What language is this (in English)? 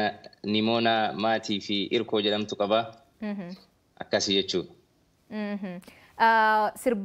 Oromo